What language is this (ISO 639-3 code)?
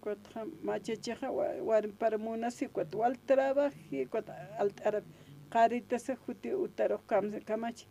aym